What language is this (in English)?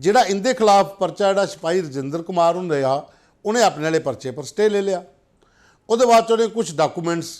Dogri